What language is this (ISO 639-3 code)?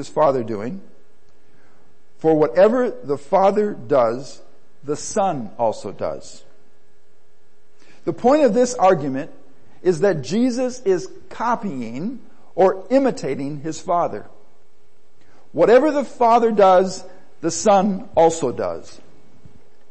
eng